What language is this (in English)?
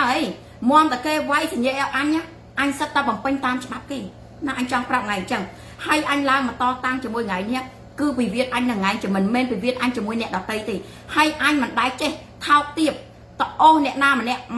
Khmer